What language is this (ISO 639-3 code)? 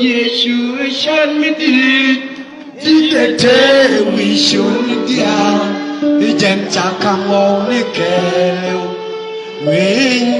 nus